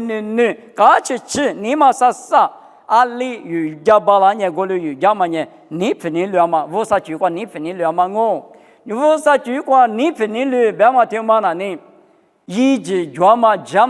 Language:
Lisu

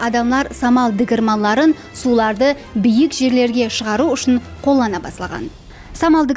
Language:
Kara-Kalpak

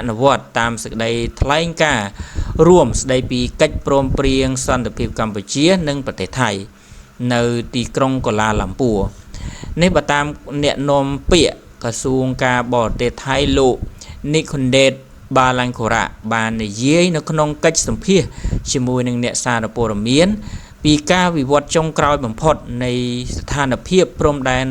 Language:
Khmer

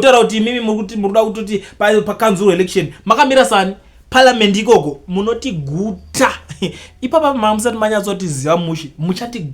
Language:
Shona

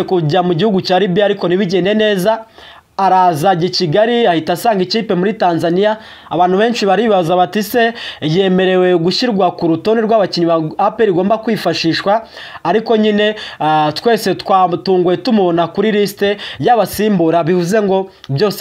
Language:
Kinyarwanda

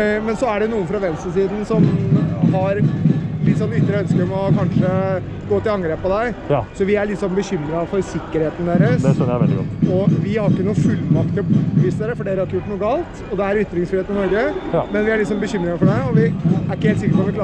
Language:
Norwegian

